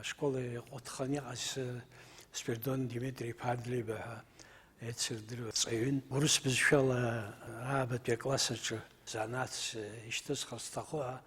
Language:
Abkhazian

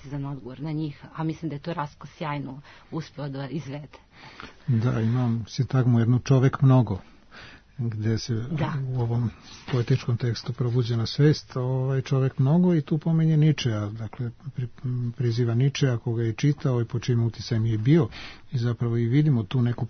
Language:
Serbian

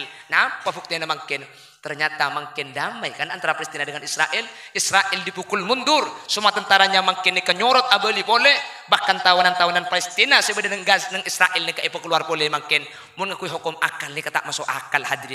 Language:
Madurese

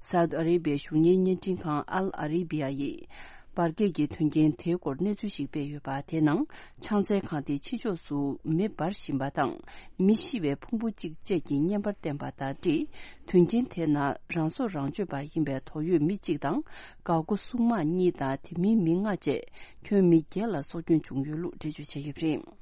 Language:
Tibetan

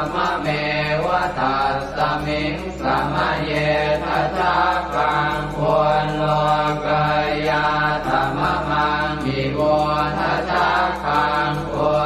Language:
Pali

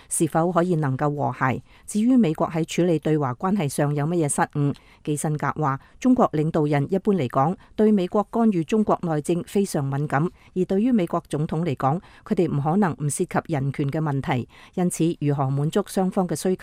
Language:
Cantonese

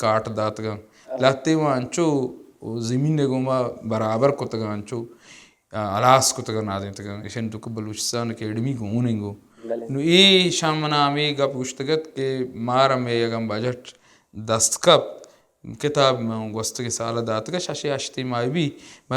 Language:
Baluchi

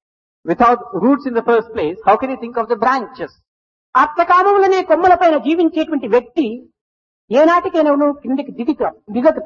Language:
Telugu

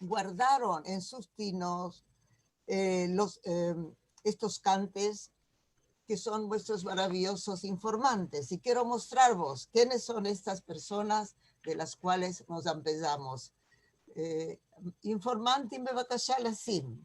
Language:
Ladino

